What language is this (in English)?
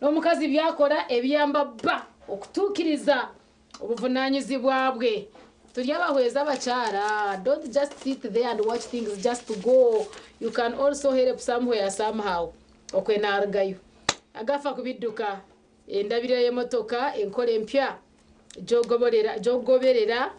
Nyankole